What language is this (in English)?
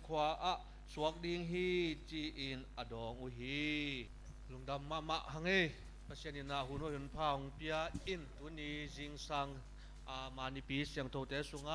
Tedim Chin